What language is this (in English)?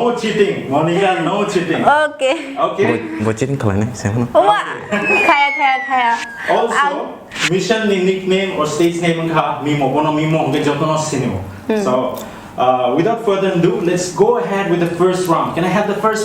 Kok Borok